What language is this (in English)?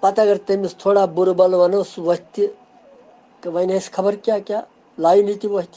Kashmiri